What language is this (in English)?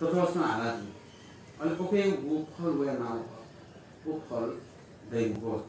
Newari